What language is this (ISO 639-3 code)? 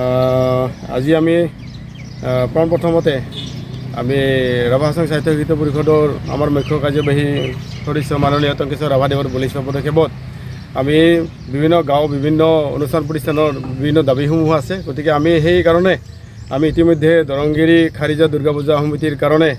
asm